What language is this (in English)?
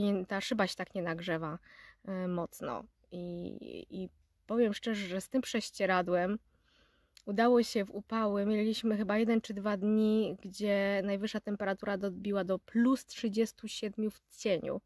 Polish